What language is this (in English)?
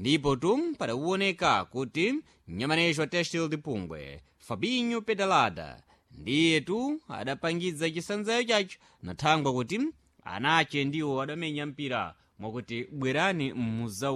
Sena